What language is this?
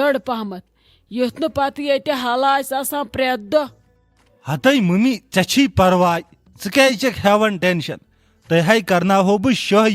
Kashmiri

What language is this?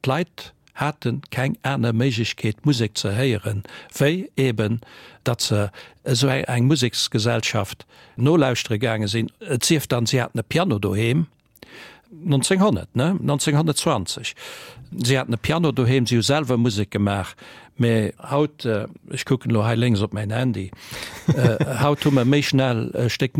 Luxembourgish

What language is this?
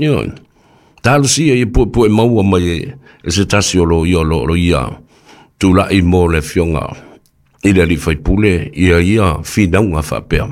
Samoan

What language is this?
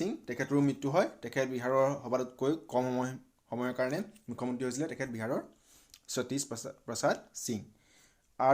Assamese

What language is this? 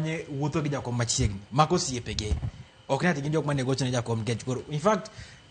Luo (Kenya and Tanzania)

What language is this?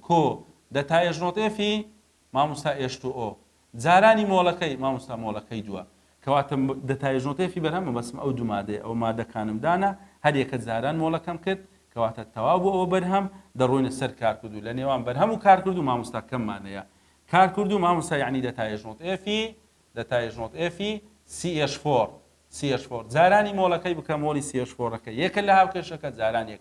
Central Kurdish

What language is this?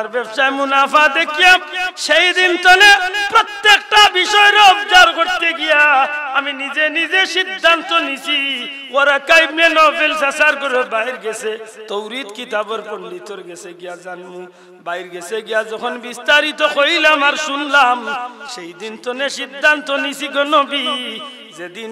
Sylheti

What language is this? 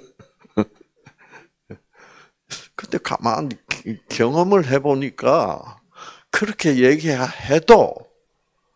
Korean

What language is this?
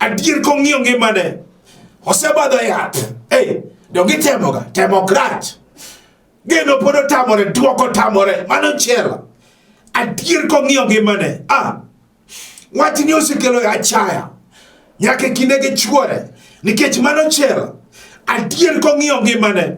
Luo (Kenya and Tanzania)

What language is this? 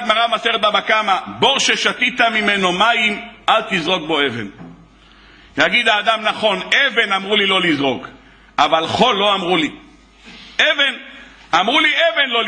Hebrew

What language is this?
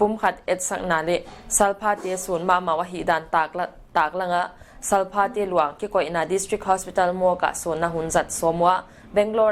Paite Chin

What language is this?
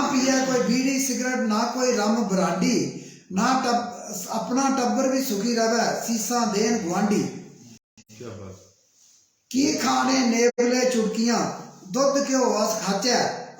Dogri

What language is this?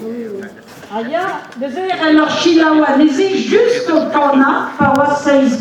Breton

